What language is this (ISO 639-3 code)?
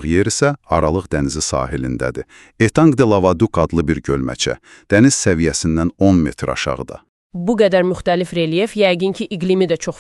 aze